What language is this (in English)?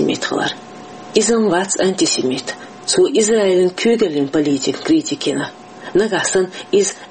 Chechen